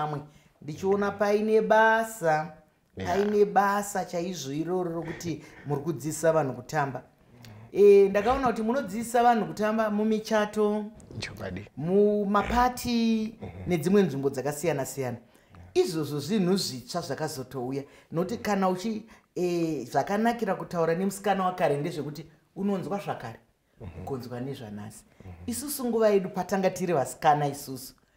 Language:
Shona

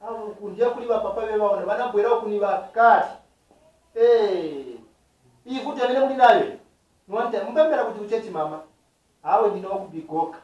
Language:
Nyanja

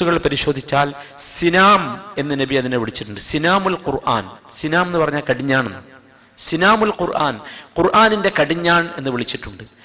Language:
Malayalam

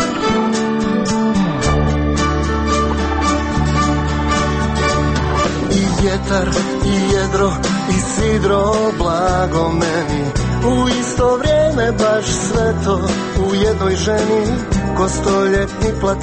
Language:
Croatian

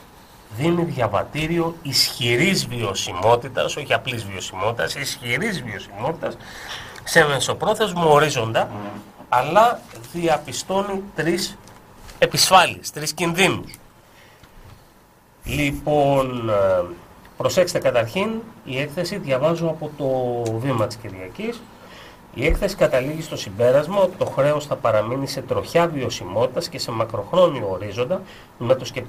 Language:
Greek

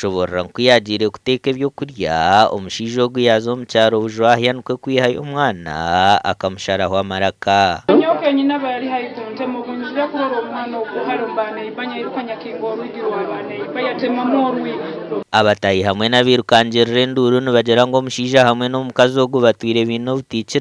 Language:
Nyankole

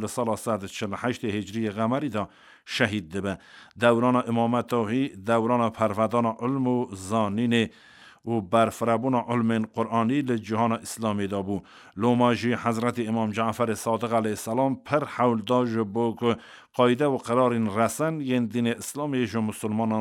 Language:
Kurdish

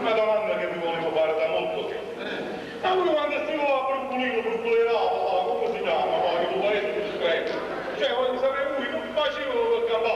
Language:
Neapolitan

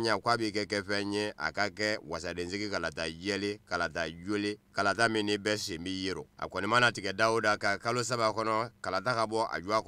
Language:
Bambara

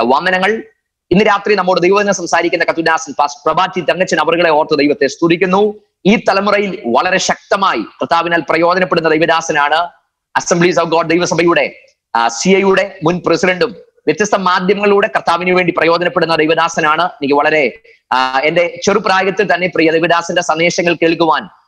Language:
Malayalam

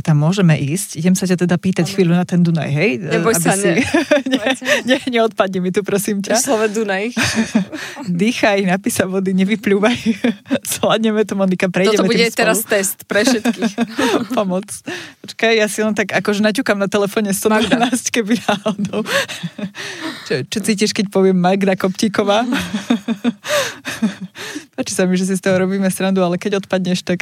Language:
Slovak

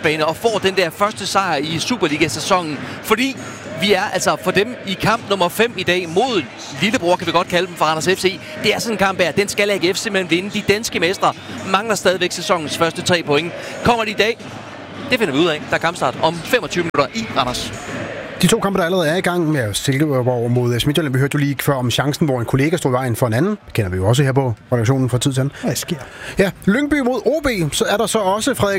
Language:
Danish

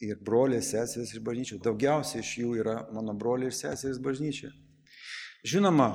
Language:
Lithuanian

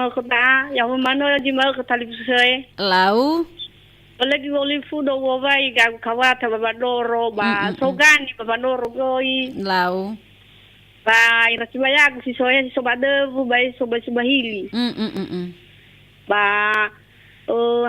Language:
Nias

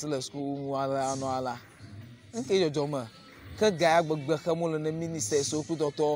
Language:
Ewe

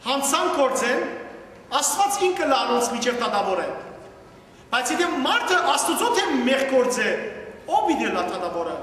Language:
Western Armenian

